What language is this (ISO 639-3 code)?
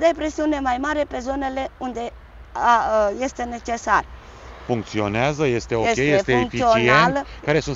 ron